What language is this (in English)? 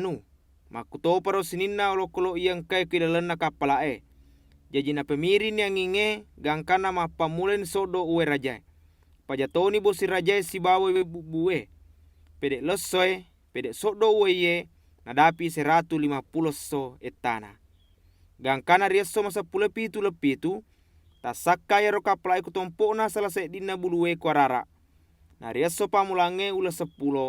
Buginese